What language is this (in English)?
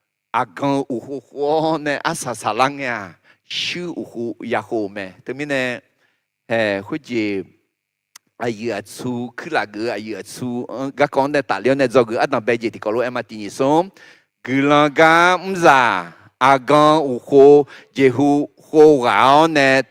Akha